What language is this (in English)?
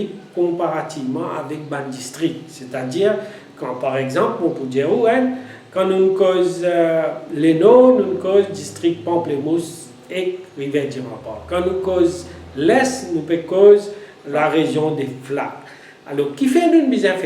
Morisyen